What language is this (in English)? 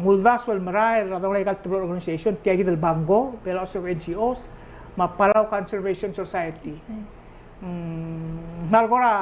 Palauan